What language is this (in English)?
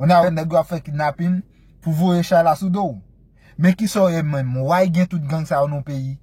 Haitian Creole